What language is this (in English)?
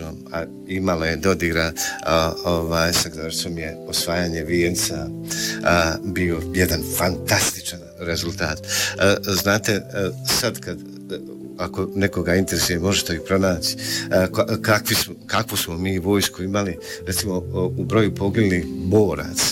Bosnian